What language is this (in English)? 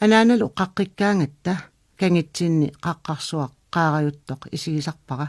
Kalaallisut